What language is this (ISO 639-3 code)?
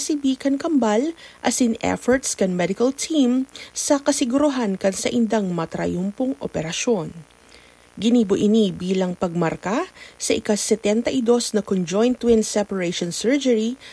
bik